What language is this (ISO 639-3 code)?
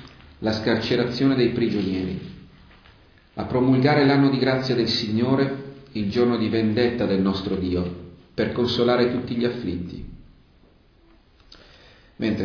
ita